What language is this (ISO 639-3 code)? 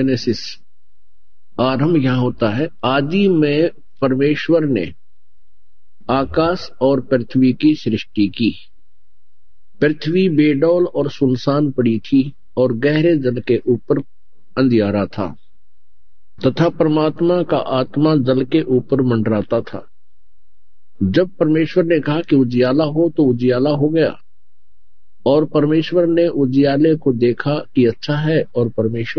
hin